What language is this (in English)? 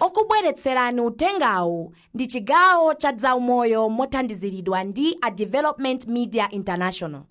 Nyanja